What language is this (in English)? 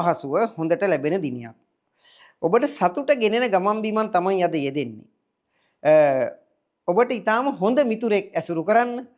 Sinhala